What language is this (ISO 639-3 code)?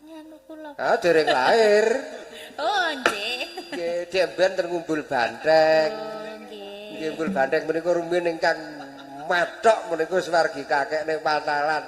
jav